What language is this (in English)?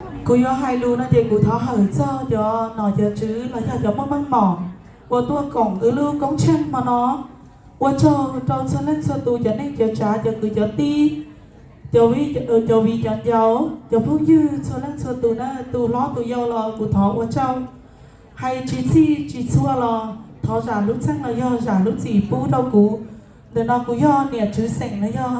Hmong